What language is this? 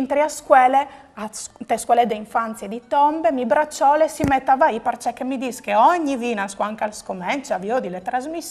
Friulian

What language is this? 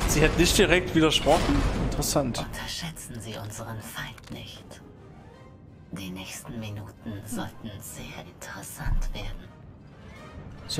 German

